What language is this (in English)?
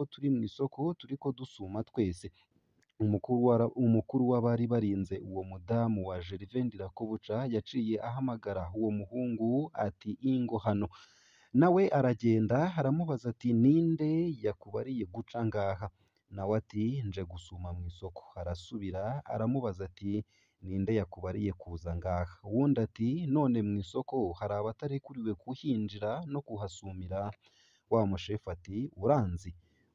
Rundi